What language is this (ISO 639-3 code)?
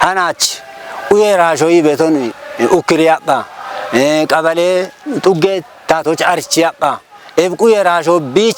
kbr